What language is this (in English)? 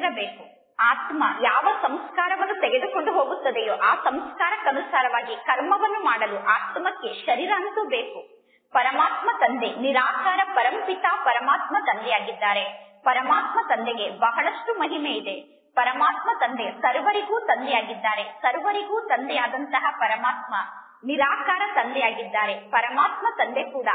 Kannada